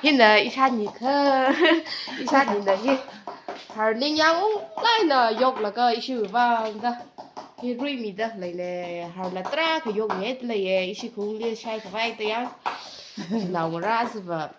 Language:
Tangkhul Naga (India)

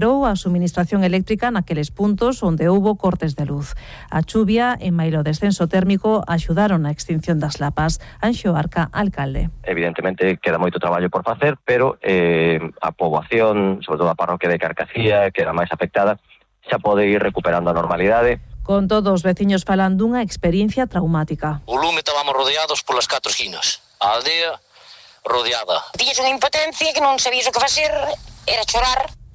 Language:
Galician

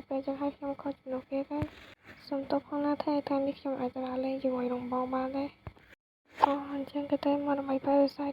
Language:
Khmer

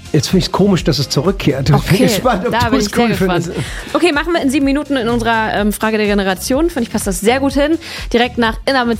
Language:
German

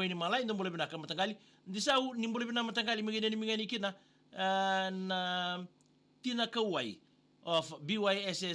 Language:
Fijian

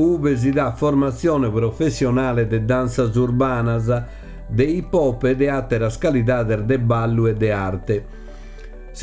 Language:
Sardinian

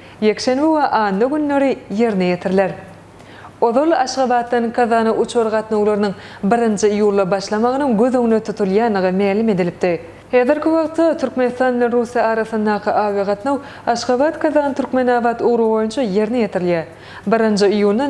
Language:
Turkmen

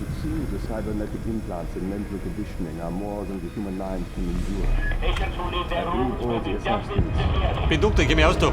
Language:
Bavarian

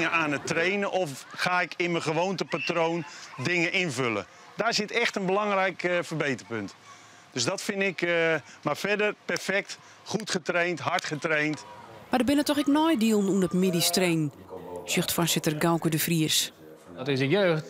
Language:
Western Frisian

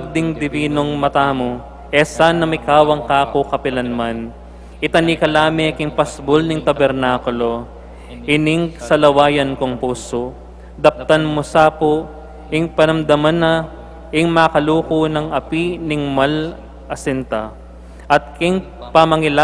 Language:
Pampanga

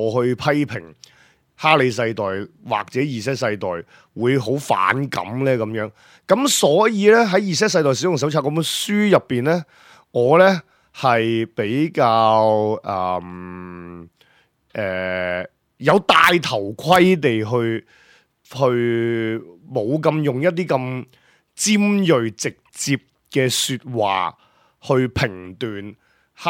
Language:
Cantonese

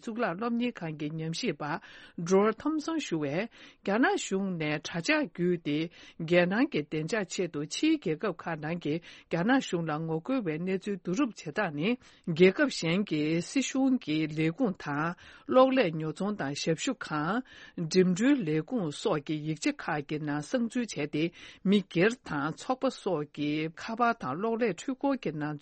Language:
Tibetan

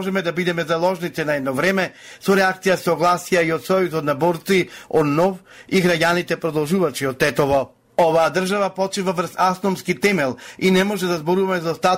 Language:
Macedonian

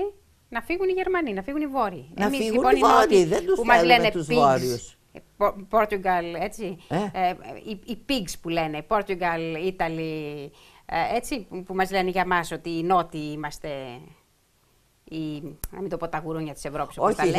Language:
Greek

